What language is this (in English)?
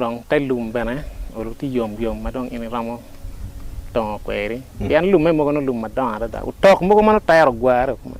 Acoli